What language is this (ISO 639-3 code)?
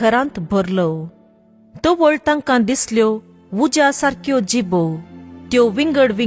kok